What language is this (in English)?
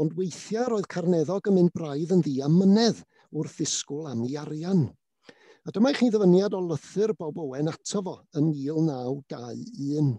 Welsh